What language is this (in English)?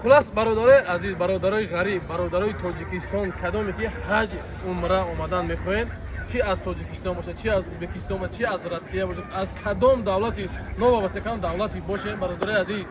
Tajik